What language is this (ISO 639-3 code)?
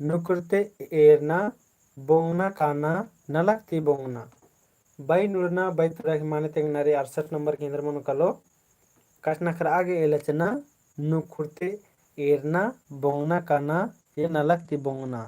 kru